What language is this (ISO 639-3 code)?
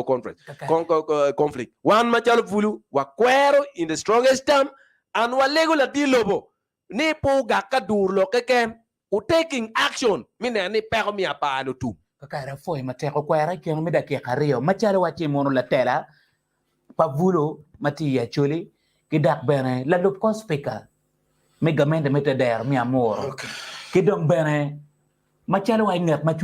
ach